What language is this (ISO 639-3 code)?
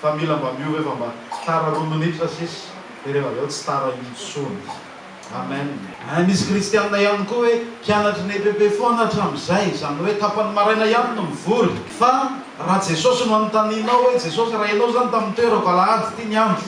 mlg